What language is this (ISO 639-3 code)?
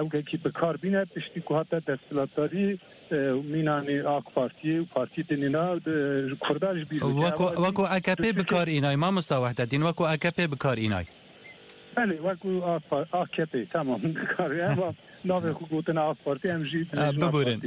kur